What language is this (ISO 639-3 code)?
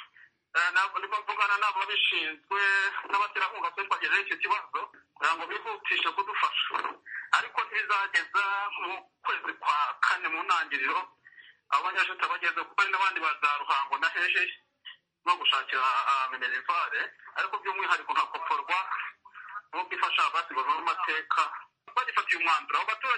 kin